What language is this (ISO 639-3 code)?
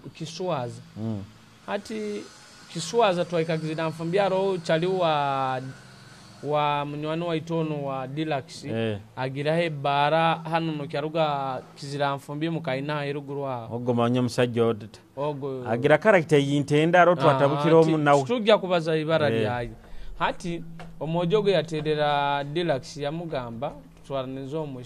nyo